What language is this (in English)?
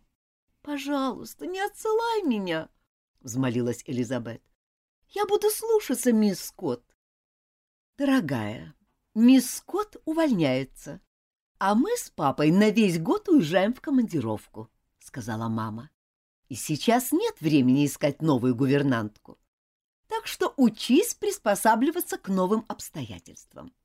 Russian